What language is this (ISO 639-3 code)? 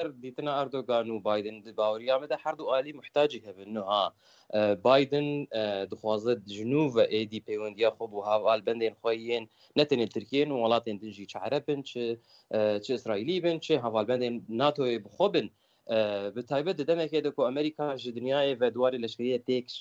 kur